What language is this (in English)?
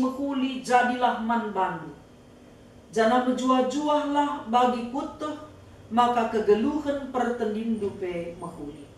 Batak Karo